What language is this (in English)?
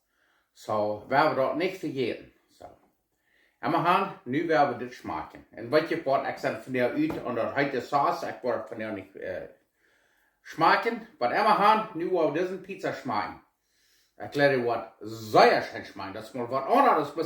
Plautdietsch